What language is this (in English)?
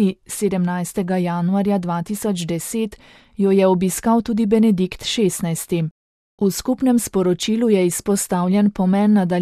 Slovenian